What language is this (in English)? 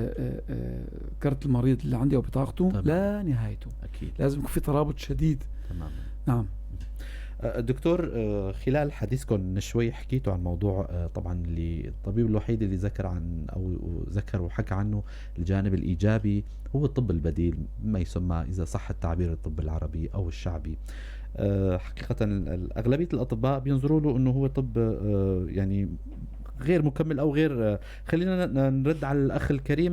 North Levantine Arabic